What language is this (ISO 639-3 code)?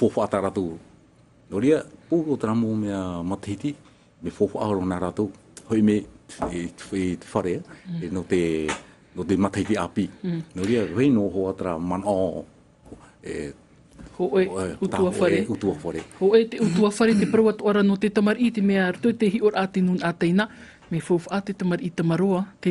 tah